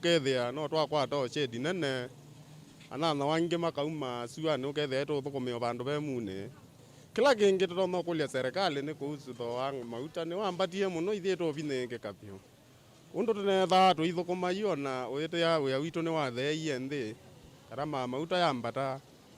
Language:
Kamba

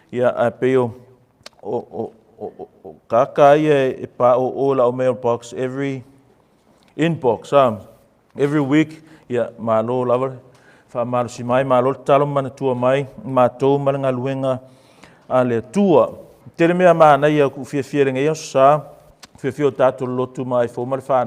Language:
Samoan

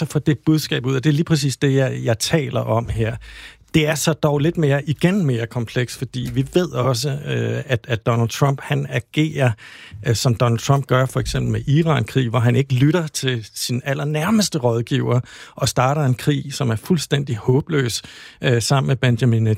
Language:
Danish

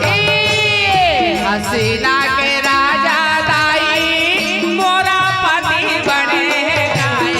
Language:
Chhattisgarhi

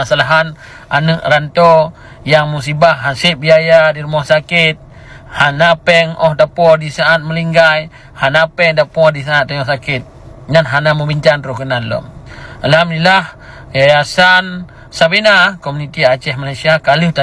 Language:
Achinese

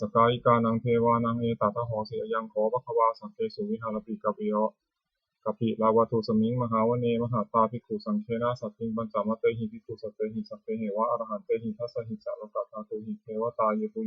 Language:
Pali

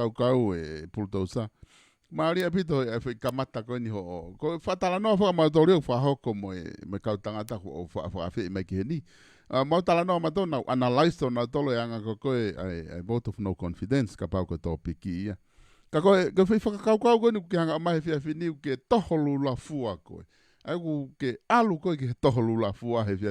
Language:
Tongan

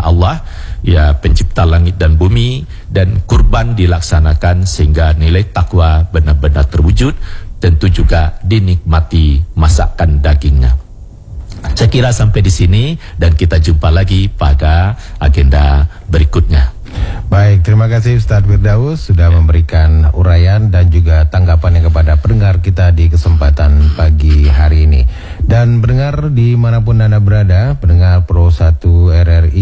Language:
Indonesian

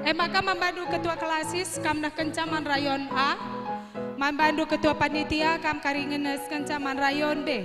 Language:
Batak Karo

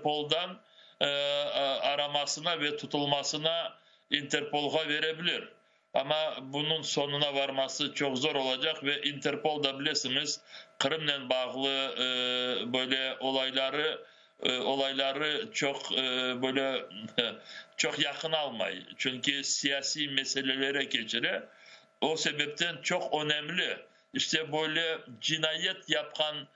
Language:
Crimean Tatar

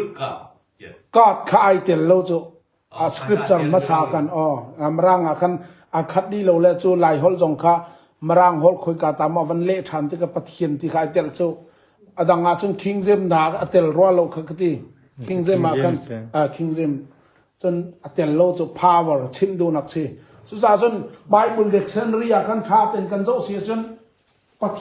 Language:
Hakha Chin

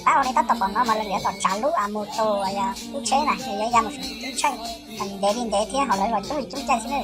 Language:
Hmong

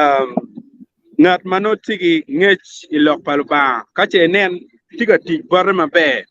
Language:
Acoli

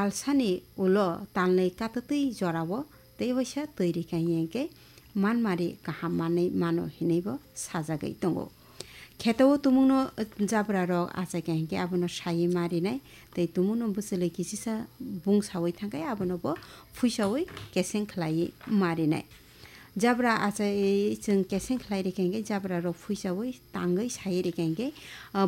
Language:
Kok Borok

